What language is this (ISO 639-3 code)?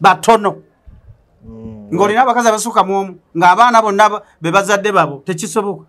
lug